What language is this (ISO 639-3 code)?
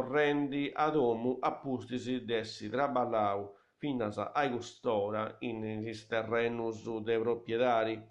srd